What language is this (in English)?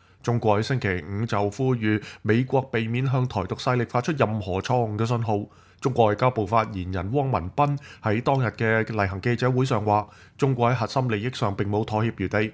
Cantonese